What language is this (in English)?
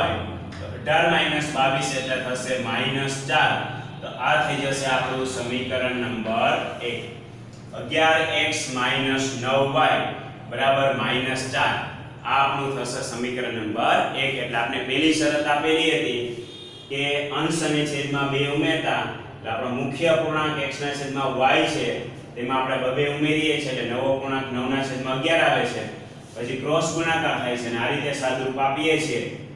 Gujarati